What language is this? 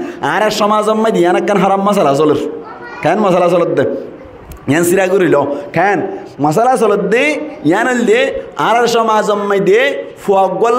Rohingya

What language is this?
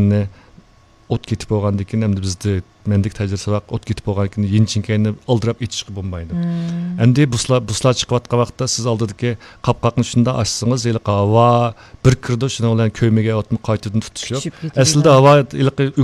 Uyghur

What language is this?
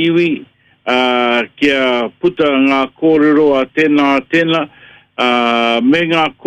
Māori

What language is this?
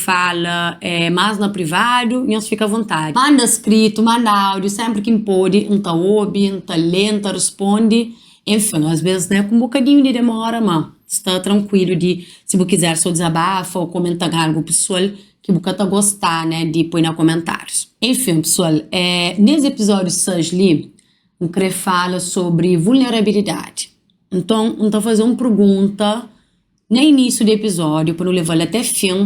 Kabuverdianu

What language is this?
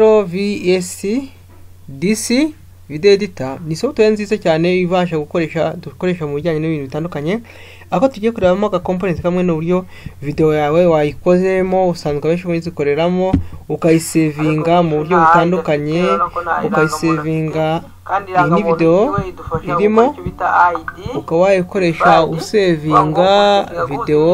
Kinyarwanda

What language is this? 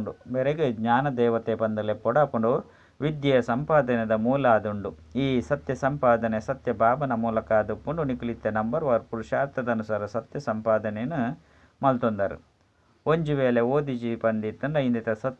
Tulu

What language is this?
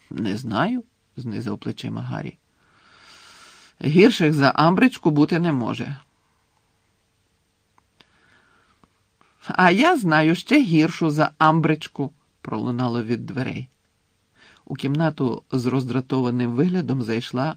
Ukrainian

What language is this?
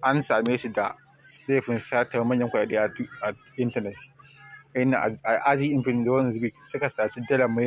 Hausa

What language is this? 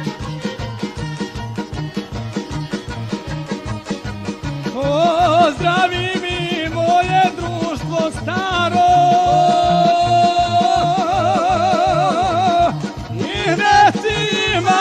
Croatian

